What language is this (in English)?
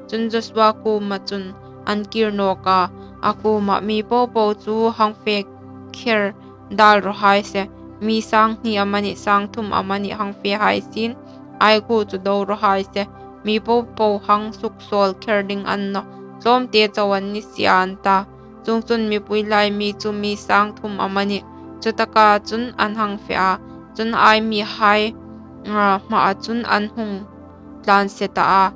Hmar